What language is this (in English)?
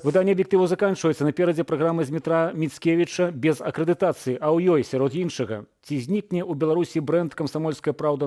Belarusian